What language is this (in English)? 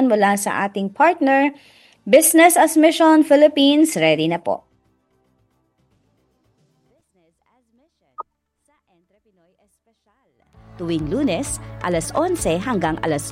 Filipino